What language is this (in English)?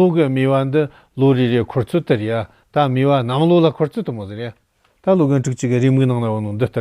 Tibetan